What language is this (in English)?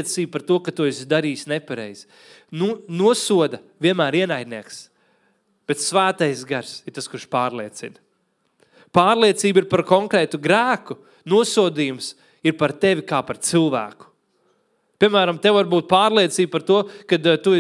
Latvian